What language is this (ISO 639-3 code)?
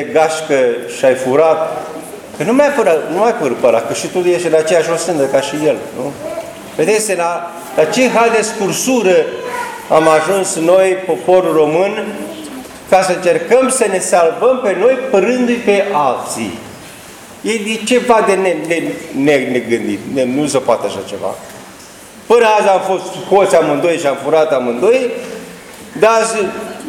ron